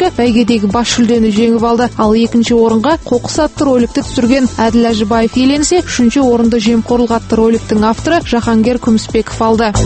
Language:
Kazakh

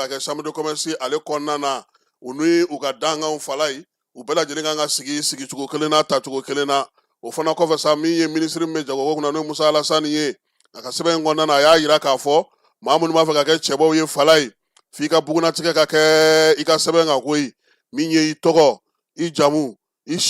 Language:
Bambara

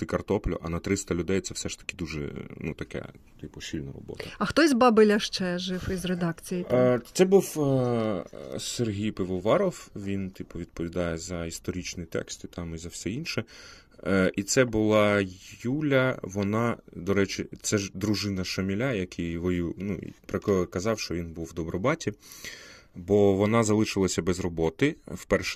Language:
Ukrainian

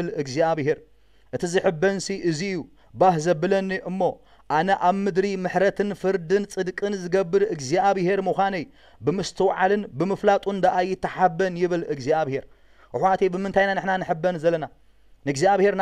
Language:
Tigrinya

